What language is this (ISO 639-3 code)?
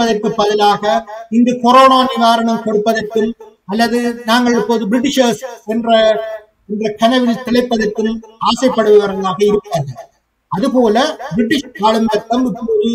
tam